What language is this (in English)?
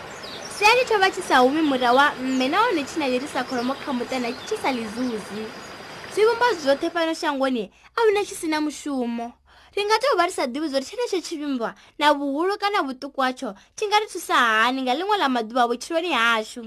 Venda